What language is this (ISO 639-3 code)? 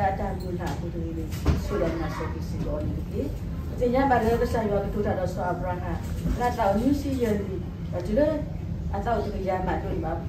ksw